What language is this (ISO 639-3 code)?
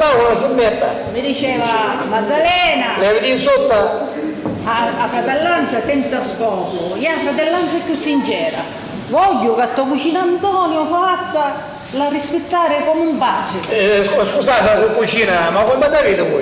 scn